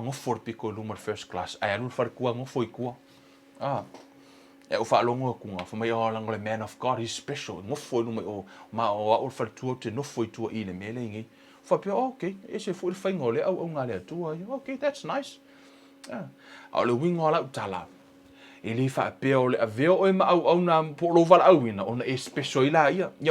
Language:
Samoan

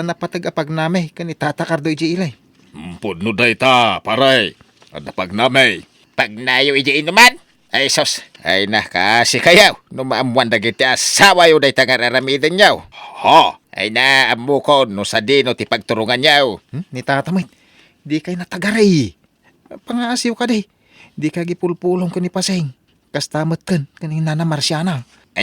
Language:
Iloko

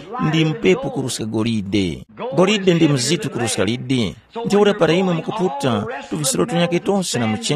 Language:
Tumbuka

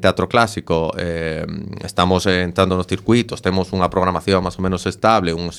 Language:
Galician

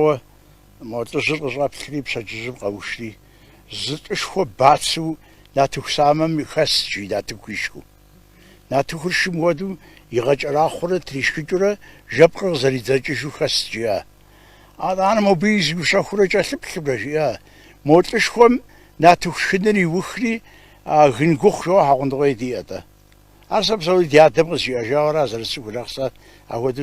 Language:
Kabardian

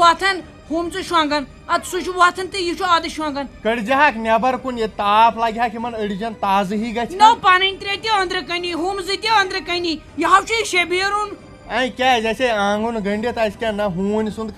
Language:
Kashmiri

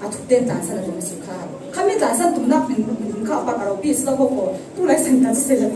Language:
Falam Chin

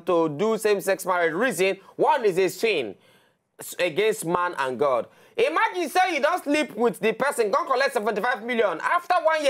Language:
Nigerian Pidgin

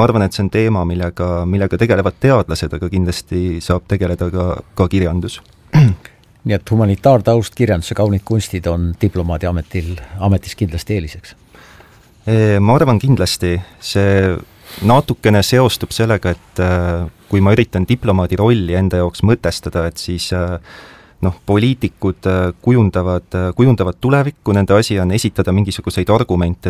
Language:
Estonian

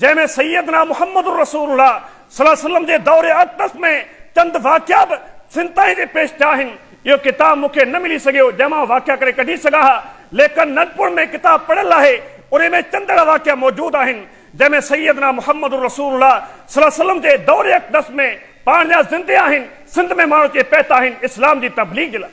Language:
Sindhi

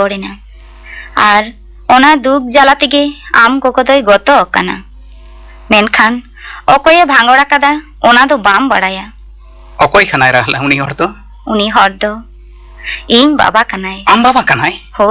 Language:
Santali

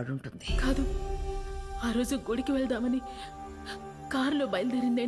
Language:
Telugu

